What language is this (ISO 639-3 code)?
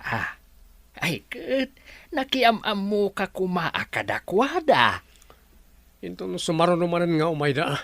ilo